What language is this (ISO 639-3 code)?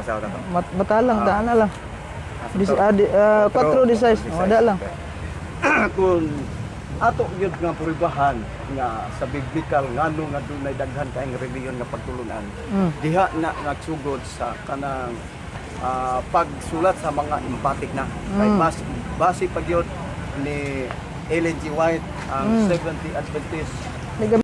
ceb